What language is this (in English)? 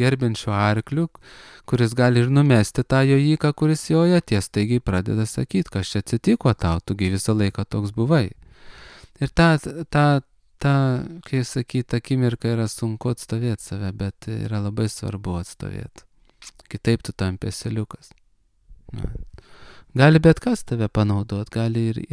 Lithuanian